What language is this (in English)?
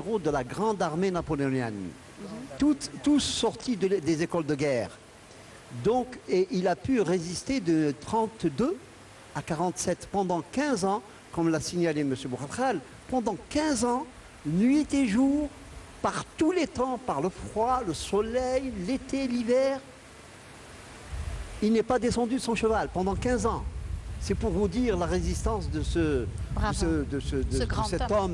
French